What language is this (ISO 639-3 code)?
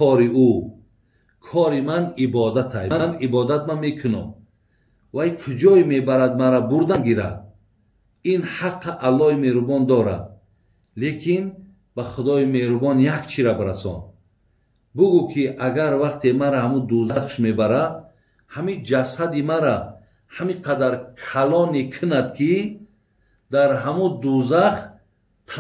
tgk